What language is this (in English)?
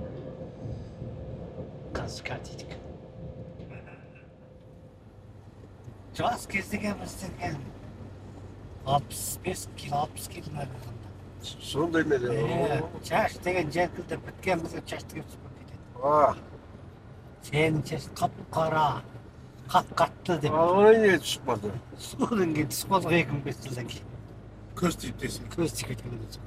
Kazakh